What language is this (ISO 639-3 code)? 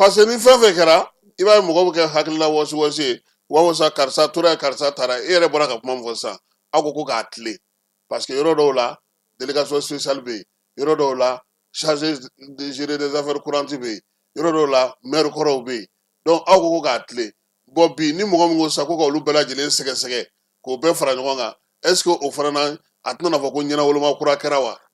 bam